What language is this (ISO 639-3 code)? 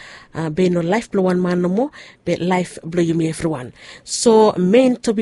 bis